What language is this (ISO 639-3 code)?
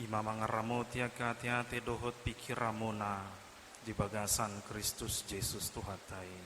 bbc